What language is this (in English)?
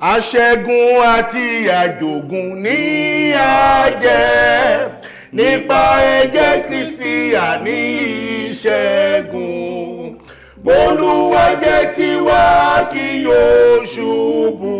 Yoruba